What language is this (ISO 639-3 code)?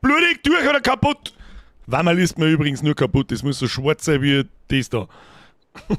bar